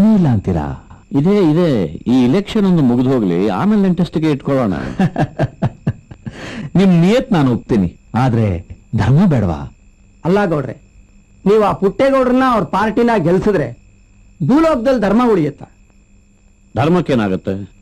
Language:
Kannada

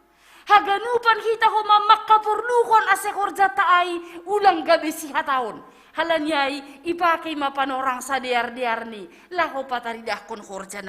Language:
Batak Simalungun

